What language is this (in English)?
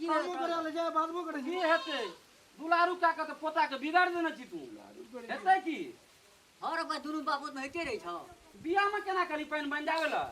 Maithili